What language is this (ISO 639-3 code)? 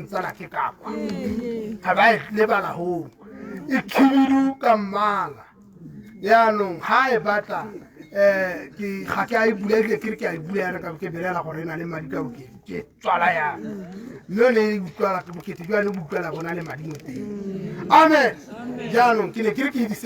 tsn